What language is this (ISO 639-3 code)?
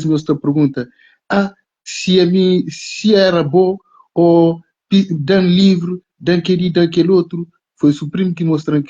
kea